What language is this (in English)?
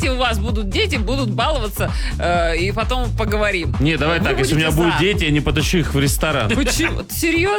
Russian